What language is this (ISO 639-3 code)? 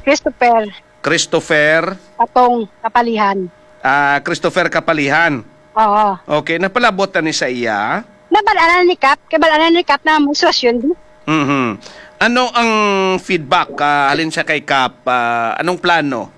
hil